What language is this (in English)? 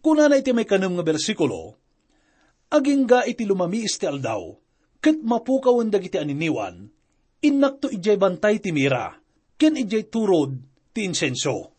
Iloko